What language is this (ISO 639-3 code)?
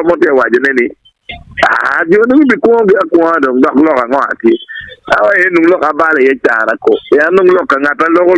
ach